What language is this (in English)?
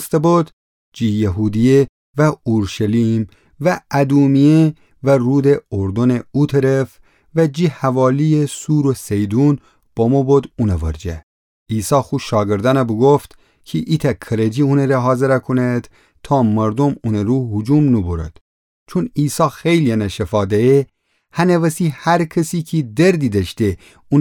Gilaki